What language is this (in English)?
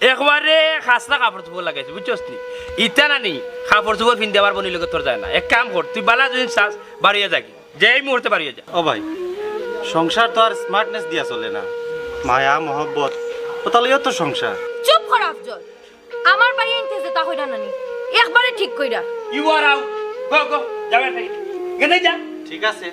Sylheti